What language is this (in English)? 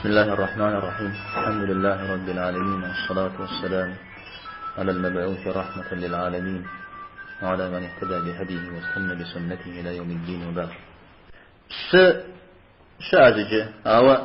Kabardian